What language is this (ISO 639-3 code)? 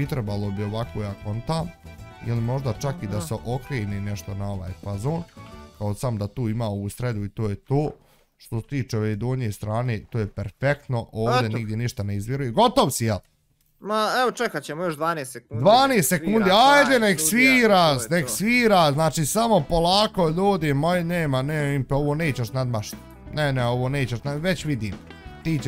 bos